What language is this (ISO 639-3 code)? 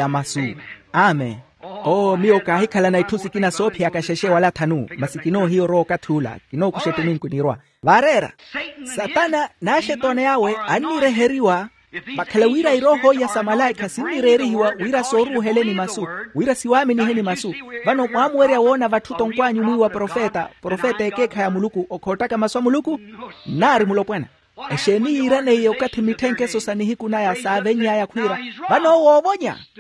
vmw